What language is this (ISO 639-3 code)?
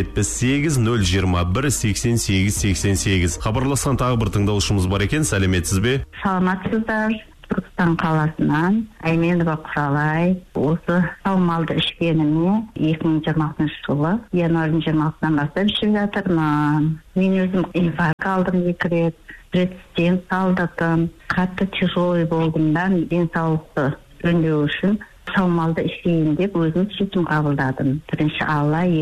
kaz